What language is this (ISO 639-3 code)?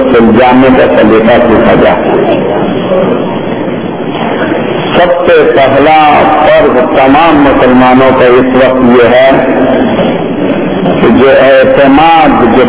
urd